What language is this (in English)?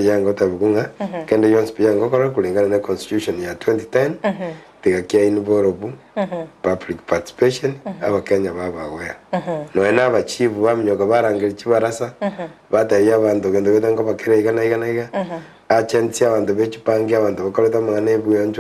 Gusii